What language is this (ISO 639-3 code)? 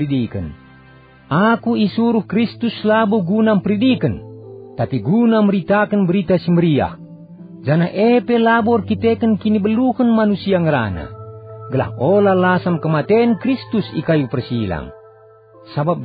btx